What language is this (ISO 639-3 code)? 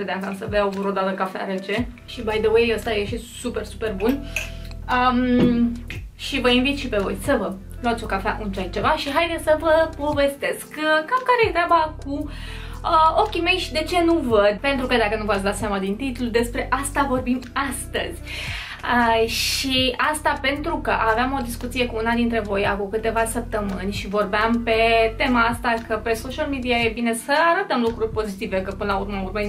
ron